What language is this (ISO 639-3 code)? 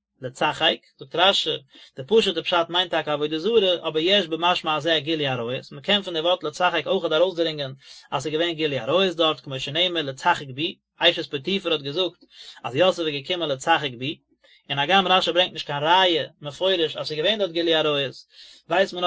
yid